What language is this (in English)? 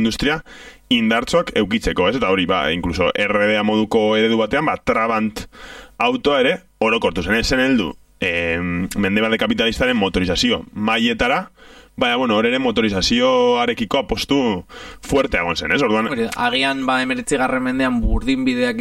Basque